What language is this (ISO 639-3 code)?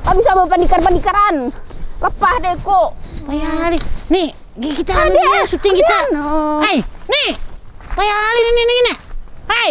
bjn